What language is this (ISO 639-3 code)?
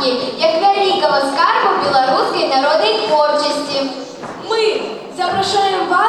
bel